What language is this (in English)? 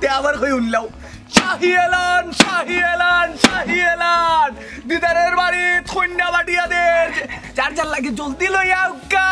Sylheti